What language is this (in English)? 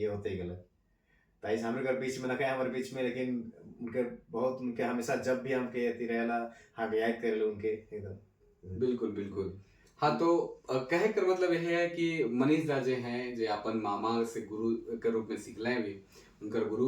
Sadri